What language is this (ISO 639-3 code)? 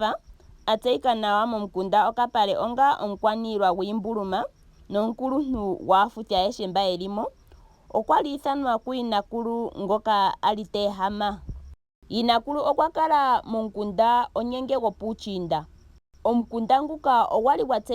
ndo